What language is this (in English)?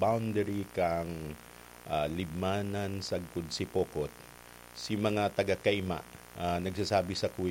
Bikol